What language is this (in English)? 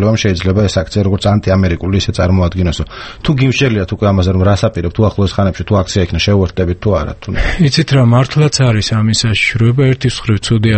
Georgian